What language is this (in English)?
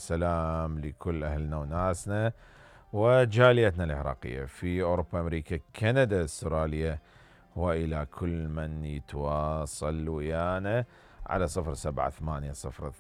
Mesopotamian Arabic